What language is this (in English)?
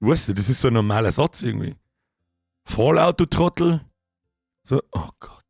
Bavarian